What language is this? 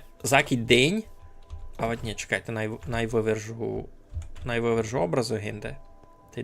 Rusyn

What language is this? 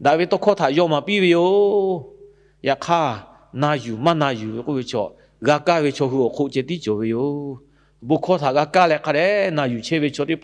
Lahu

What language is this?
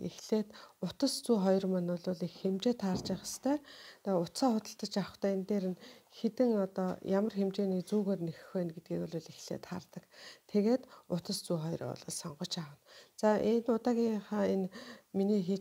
Mongolian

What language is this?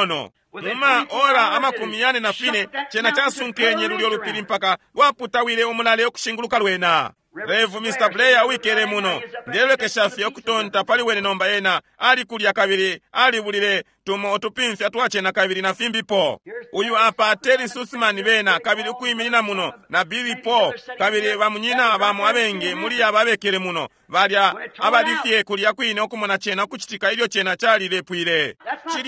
Bemba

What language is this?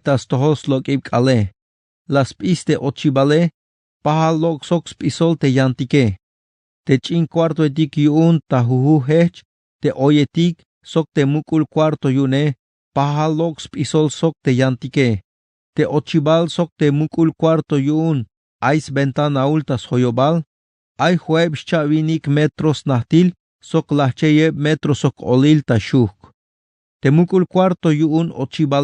Tzeltal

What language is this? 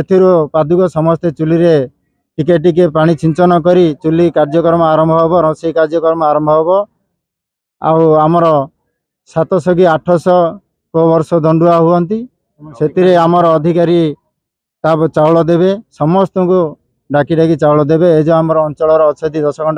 Odia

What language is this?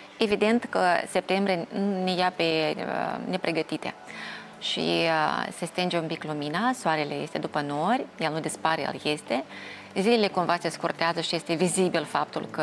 Romanian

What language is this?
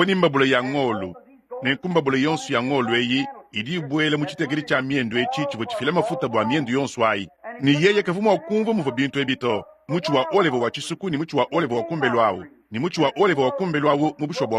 Luba-Lulua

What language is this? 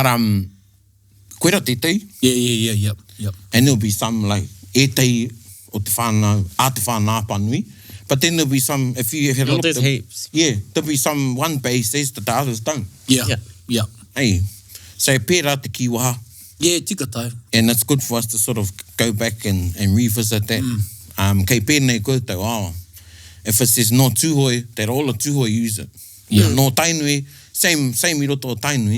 Māori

